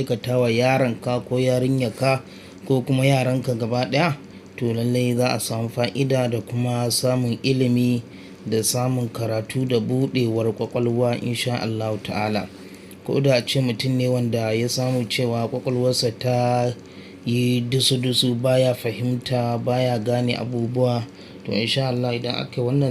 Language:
Hausa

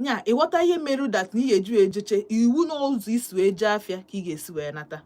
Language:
Igbo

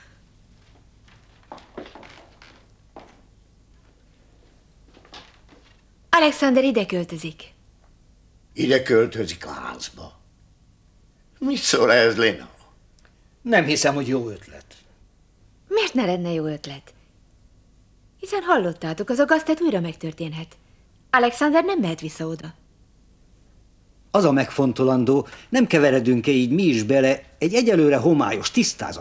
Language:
Hungarian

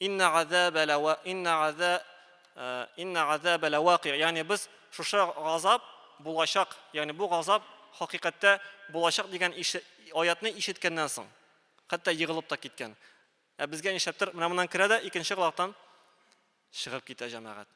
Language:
Tatar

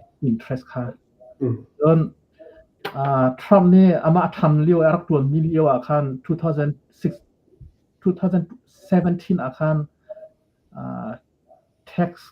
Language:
Hakha Chin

